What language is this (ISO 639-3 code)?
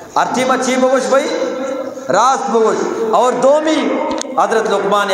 bgp